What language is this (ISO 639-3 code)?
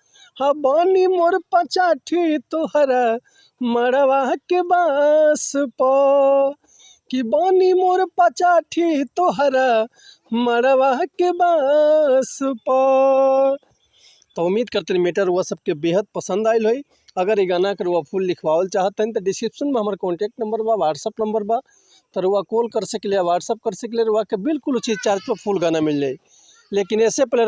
bho